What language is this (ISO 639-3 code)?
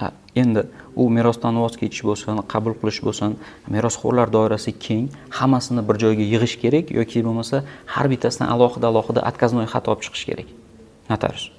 uzb